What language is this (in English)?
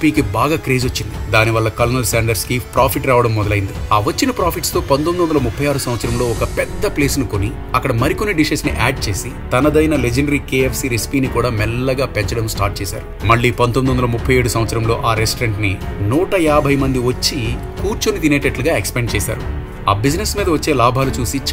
Telugu